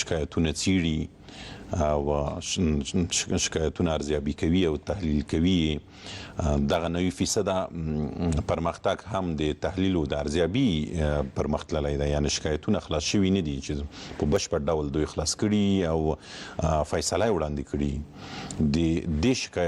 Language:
Pashto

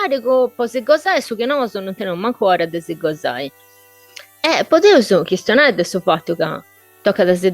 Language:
Sardinian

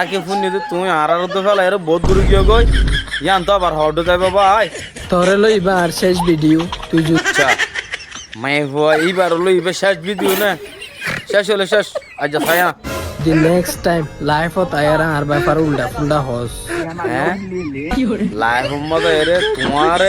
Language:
Rohingya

